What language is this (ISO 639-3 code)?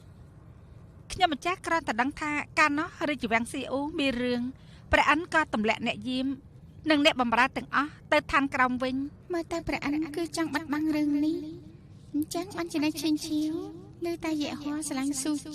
khm